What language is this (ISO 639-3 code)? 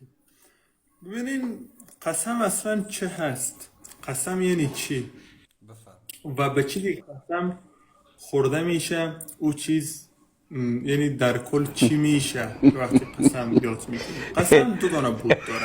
fas